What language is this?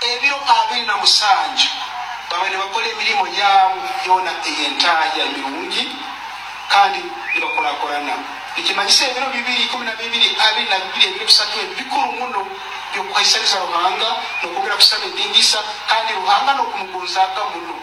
Nyoro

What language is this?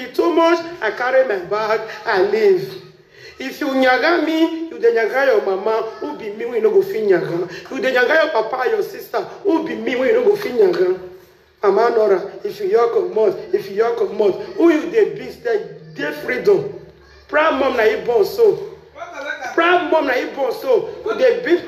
Nigerian Pidgin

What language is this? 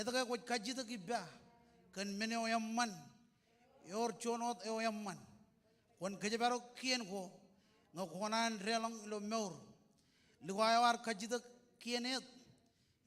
Marshallese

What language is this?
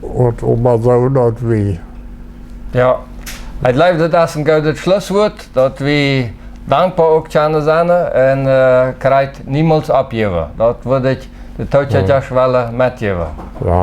Plautdietsch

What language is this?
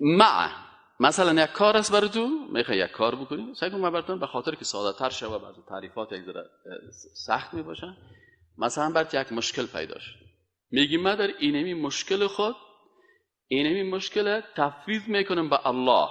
Persian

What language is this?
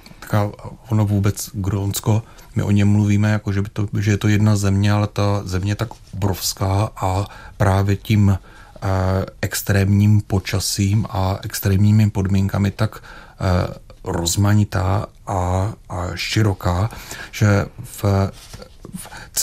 Czech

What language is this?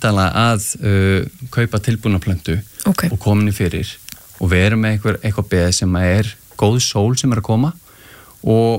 Icelandic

